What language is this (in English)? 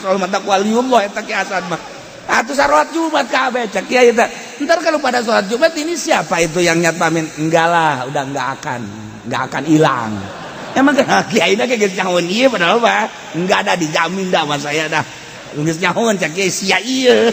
Sundanese